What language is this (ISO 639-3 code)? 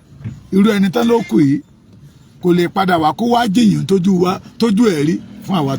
yor